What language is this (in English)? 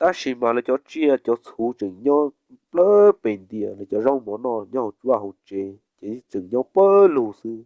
Hmong